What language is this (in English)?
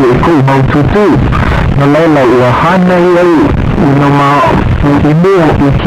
Hawaiian